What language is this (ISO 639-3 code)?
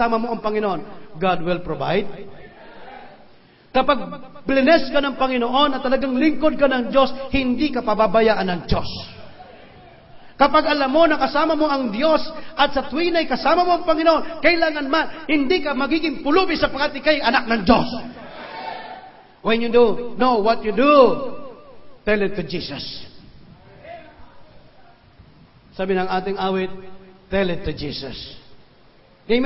fil